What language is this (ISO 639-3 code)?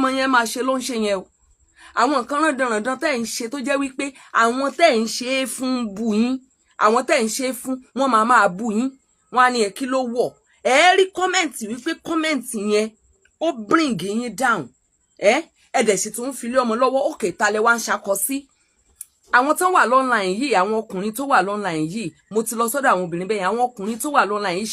yor